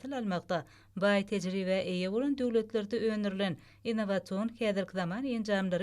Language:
Turkmen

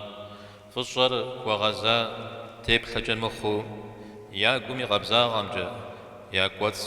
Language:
Kabardian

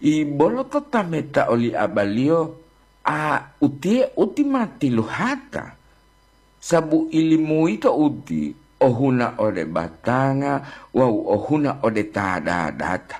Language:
Gorontalo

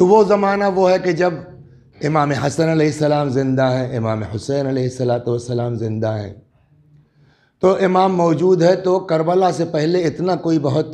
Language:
Urdu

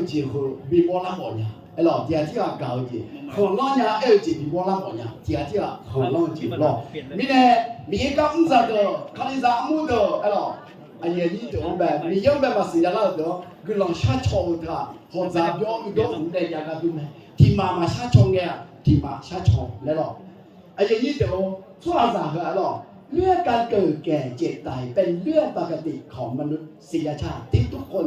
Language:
Akha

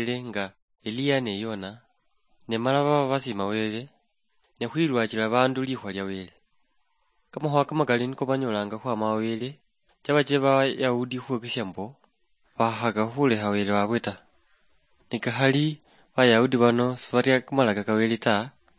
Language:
Luyia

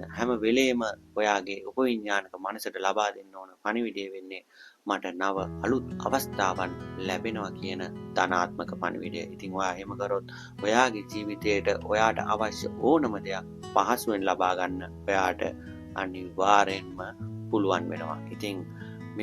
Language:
Sinhala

